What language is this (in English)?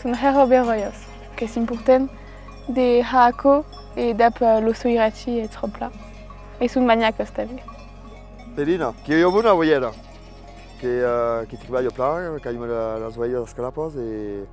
Occitan